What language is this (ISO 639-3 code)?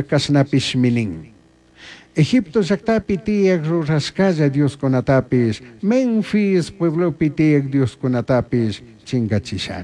qug